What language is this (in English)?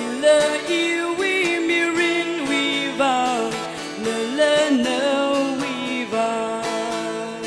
Tangkhul Naga (India)